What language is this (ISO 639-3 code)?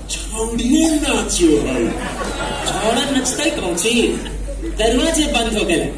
mag